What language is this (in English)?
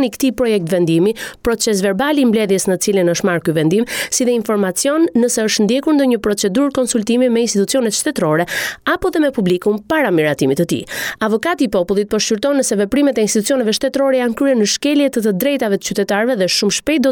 Albanian